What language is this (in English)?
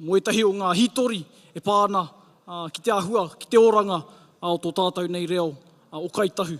Māori